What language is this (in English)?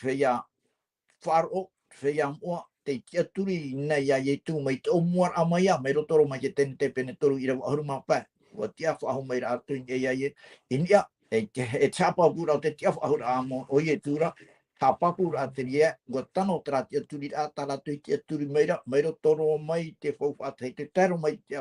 Tahitian